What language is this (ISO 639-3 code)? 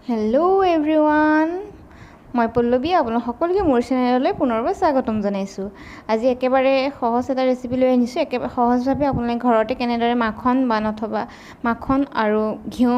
asm